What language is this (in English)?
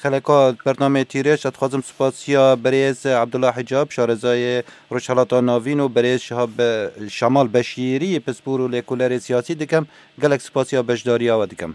Kurdish